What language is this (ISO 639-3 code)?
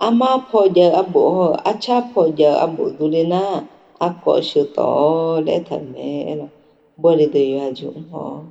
ahk